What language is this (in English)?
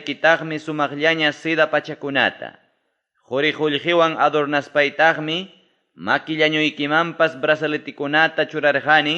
Ayacucho Quechua